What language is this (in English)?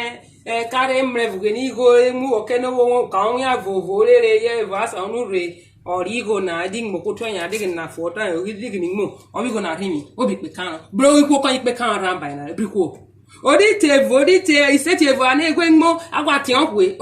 Urhobo